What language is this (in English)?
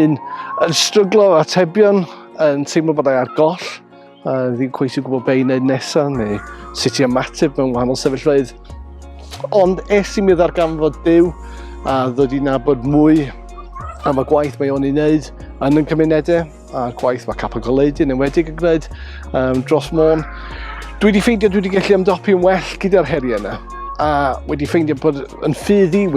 Welsh